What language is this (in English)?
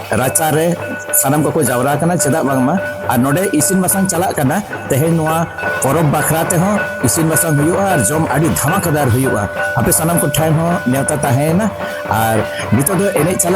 Santali